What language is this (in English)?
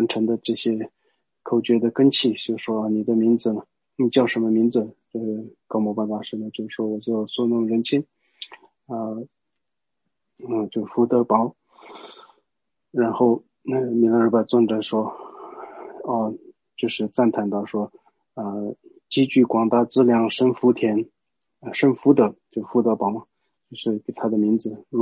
Chinese